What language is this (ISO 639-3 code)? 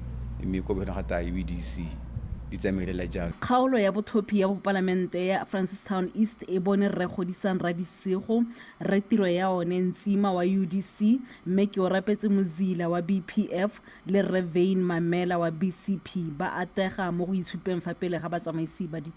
tsn